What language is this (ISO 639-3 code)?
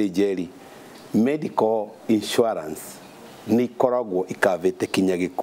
kik